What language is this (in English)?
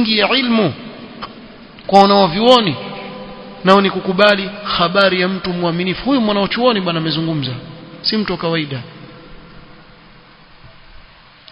Swahili